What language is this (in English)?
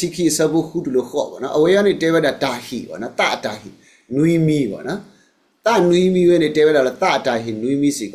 S'gaw Karen